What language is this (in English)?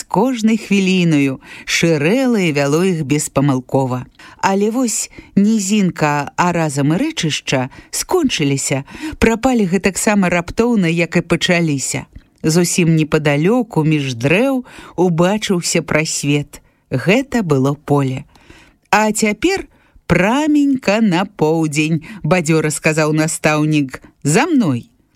Belarusian